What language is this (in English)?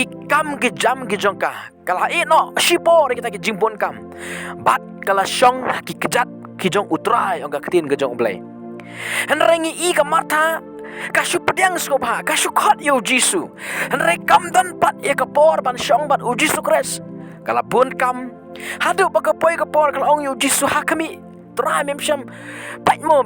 Khasi